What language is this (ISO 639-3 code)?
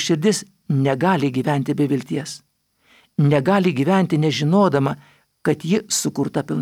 lit